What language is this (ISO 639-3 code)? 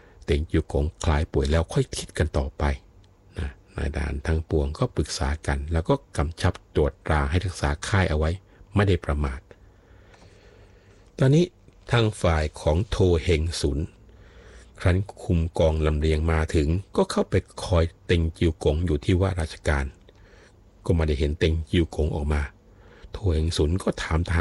tha